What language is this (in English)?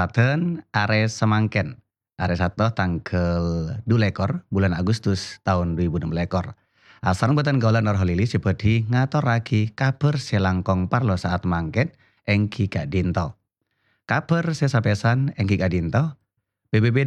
Madurese